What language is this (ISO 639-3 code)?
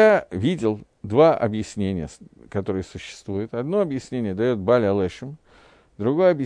rus